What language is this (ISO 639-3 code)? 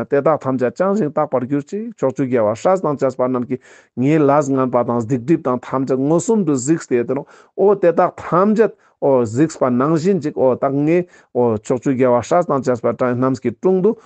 lbj